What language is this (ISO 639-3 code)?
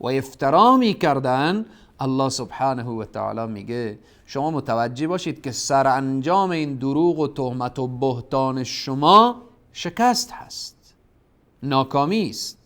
fas